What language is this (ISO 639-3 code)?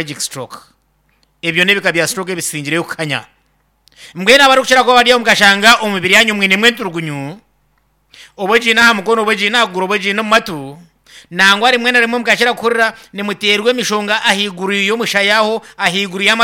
nyn